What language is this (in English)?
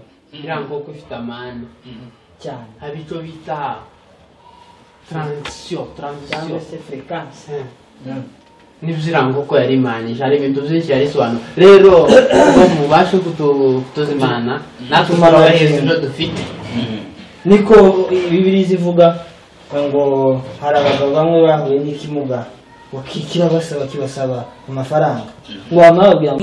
Kinyarwanda